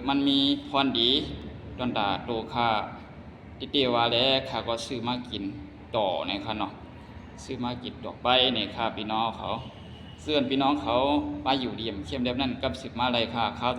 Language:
Shan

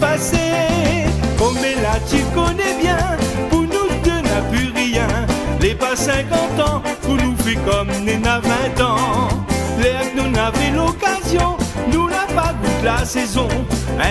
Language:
Réunion Creole French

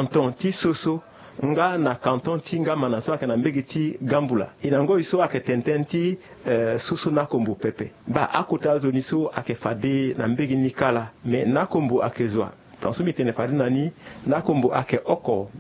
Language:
Sango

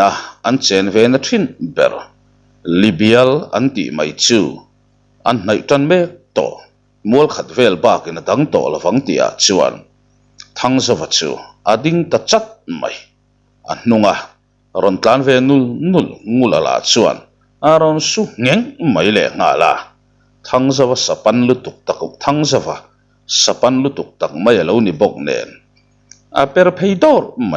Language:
Mizo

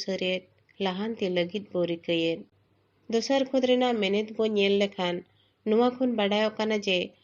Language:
Santali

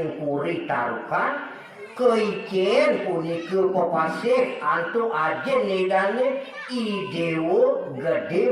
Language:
Balinese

